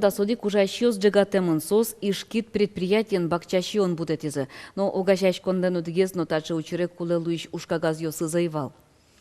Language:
Udmurt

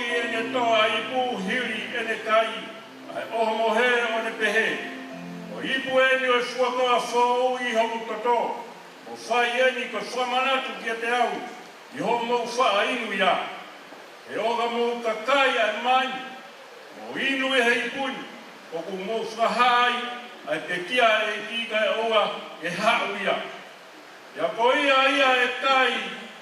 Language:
Tongan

